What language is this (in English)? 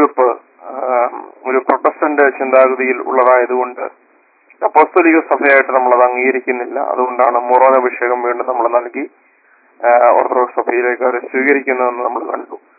Malayalam